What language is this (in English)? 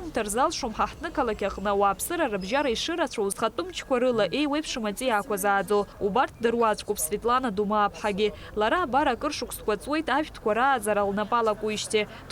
Abkhazian